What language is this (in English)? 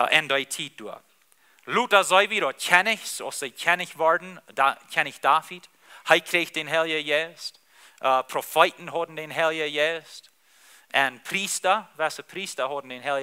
Plautdietsch